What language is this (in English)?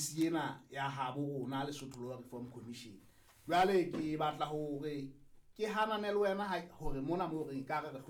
Southern Sotho